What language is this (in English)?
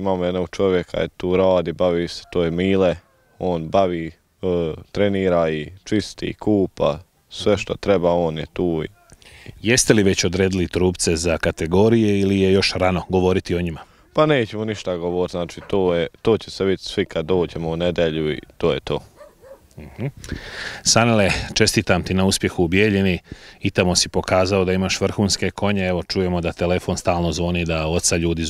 Bosnian